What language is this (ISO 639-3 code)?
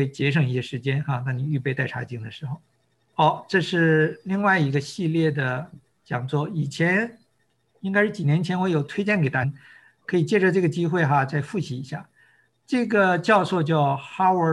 zho